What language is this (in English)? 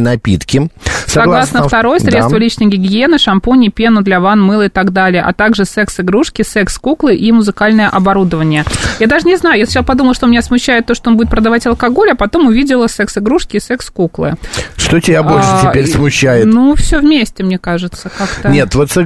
Russian